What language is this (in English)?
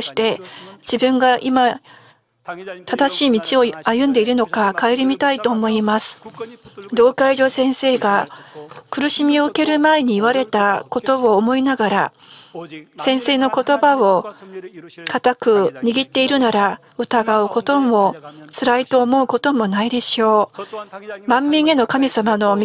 Japanese